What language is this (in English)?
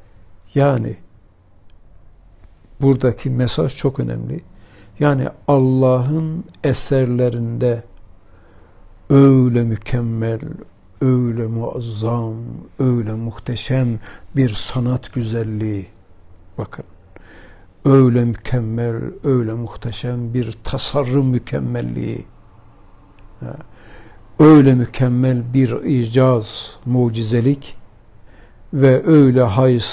Turkish